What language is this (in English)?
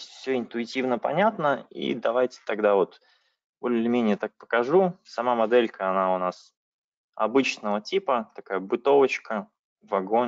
Russian